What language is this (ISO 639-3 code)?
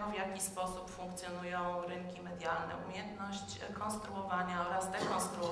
pol